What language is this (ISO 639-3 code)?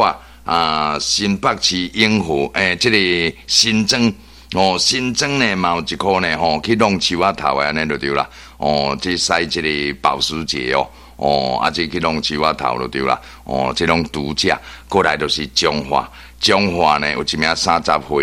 nan